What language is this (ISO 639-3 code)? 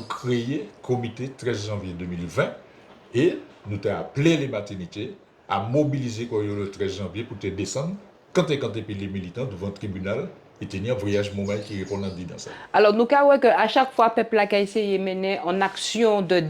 gcf